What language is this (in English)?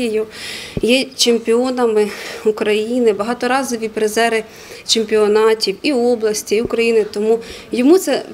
Ukrainian